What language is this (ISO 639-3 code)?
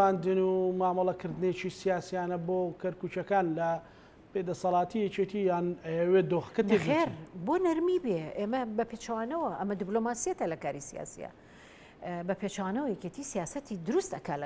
ckb